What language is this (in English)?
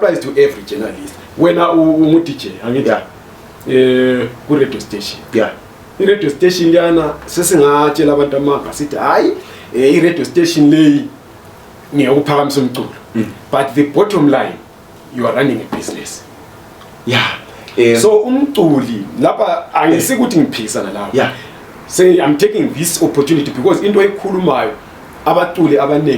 Zulu